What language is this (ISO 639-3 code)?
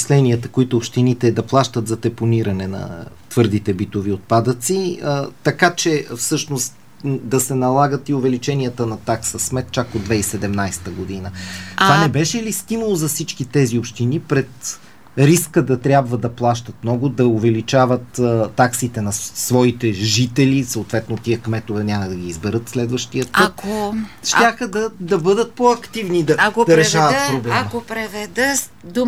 bul